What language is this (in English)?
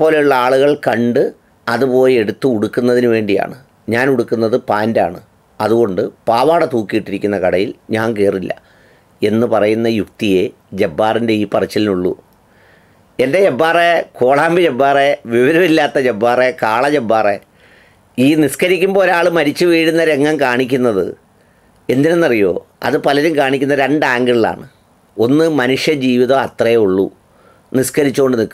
Malayalam